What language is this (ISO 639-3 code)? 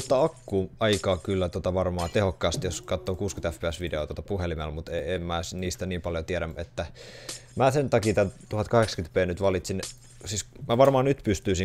fin